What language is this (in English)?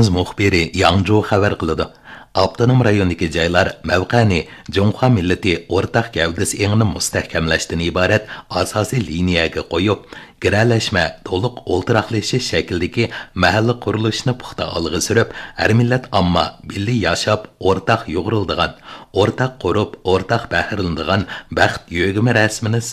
Uyghur